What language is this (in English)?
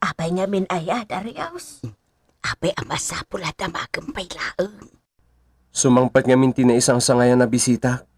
Iloko